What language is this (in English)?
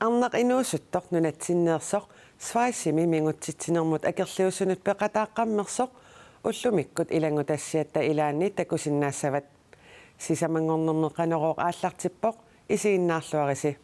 Kalaallisut